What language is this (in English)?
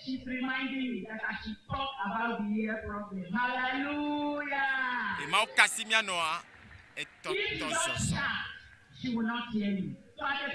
Ewe